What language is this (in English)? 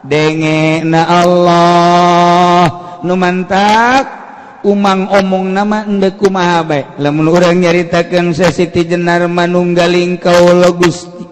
Sundanese